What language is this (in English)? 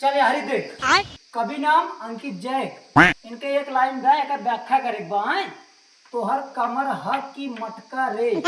Awadhi